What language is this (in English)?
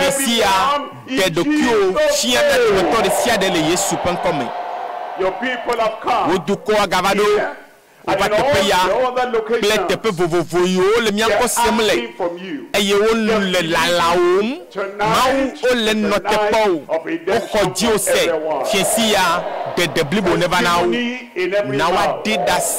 Ewe